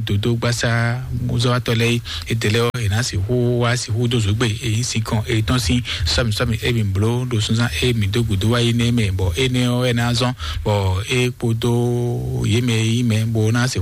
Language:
Fon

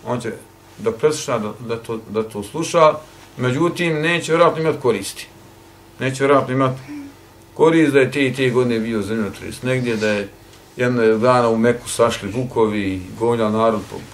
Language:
Bosnian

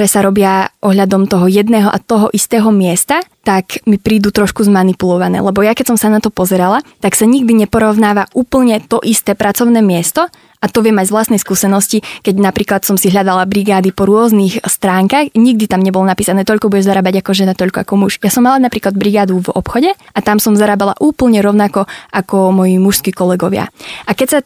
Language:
Slovak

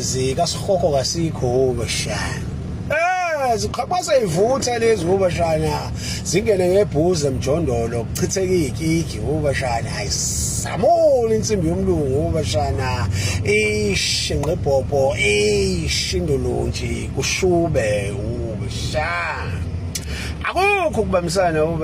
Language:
Zulu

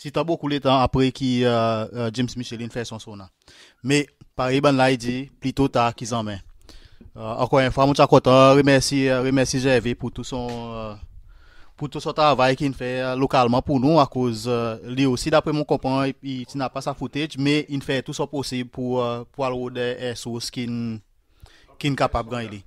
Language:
Seselwa Creole French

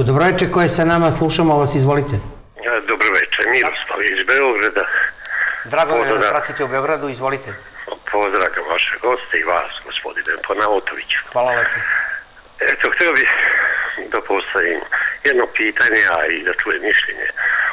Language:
Serbian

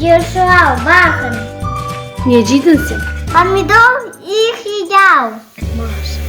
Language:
Crimean Tatar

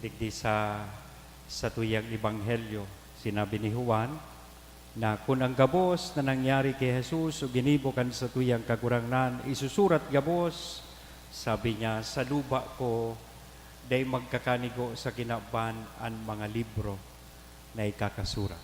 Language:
Bikol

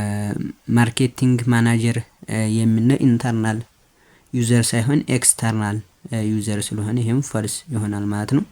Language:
Amharic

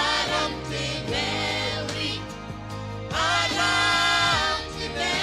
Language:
Gilbertese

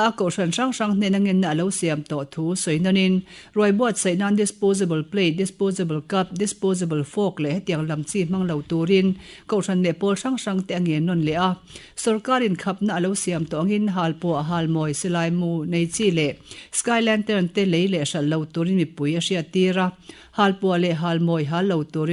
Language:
Mizo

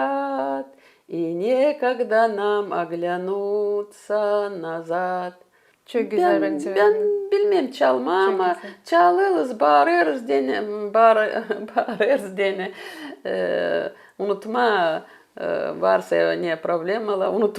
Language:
Gagauz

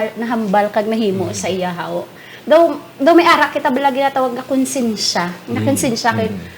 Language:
Hiligaynon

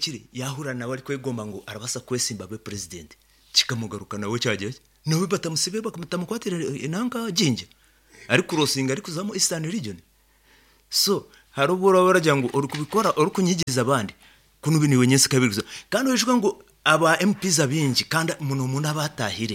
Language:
Nyankole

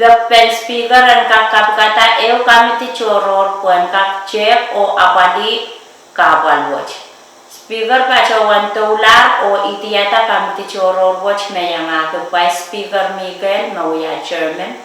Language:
Pohnpeian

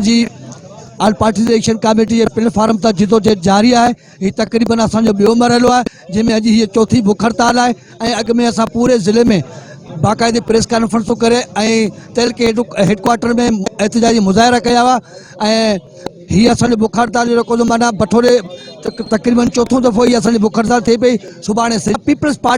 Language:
Sindhi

